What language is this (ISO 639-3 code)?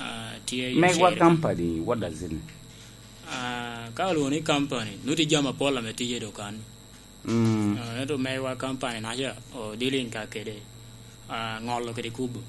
laj